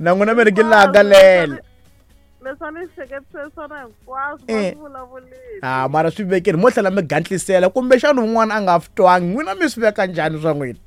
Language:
Tsonga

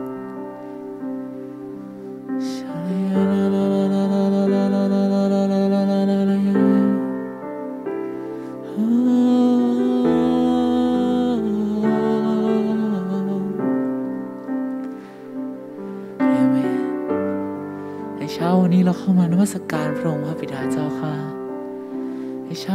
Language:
Thai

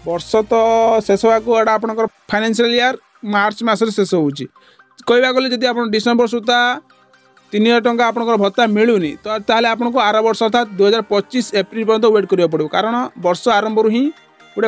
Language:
Odia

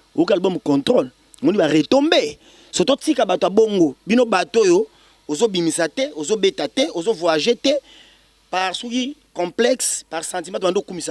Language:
Lingala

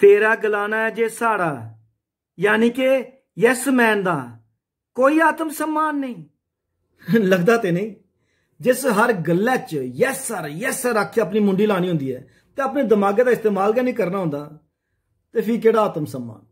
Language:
Dogri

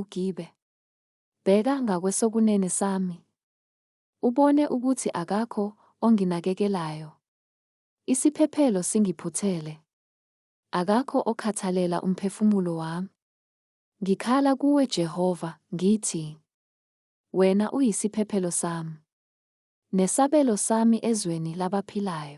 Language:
Zulu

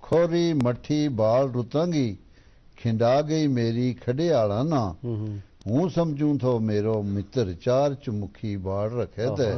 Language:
Gujari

